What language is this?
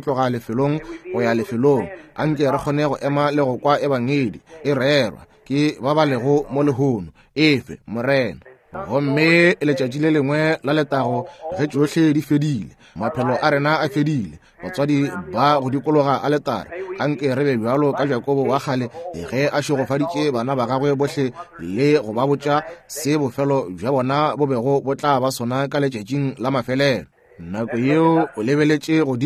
Northern Sotho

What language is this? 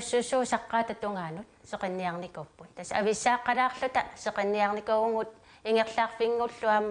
Kalaallisut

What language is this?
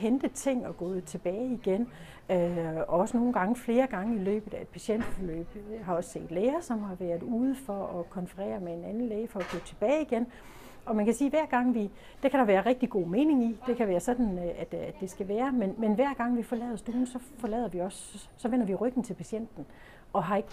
Danish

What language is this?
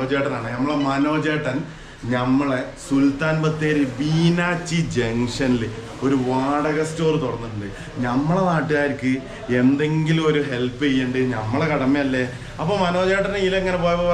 Malayalam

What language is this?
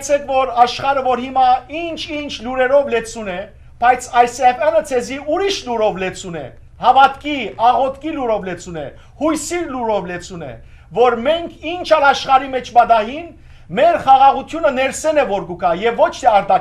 Western Armenian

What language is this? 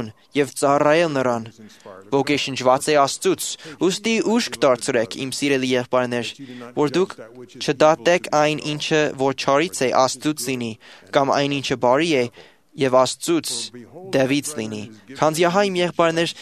Armenian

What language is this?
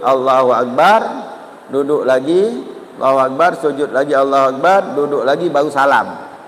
Musi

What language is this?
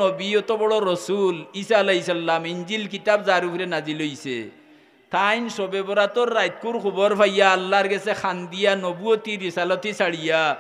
Sylheti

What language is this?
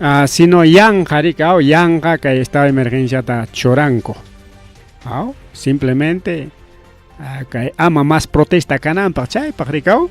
Ayacucho Quechua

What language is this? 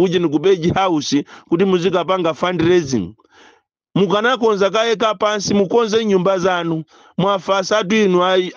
Nyanja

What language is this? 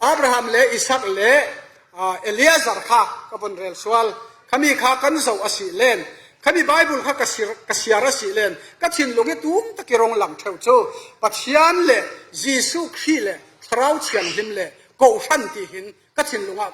Falam Chin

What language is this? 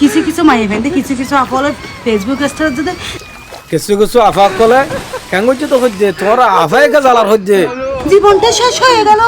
Rohingya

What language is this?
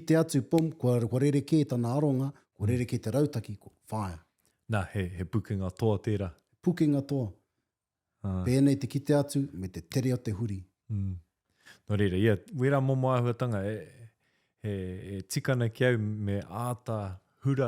Māori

